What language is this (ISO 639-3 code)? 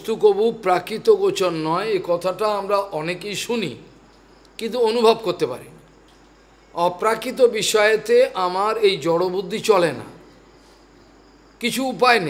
ben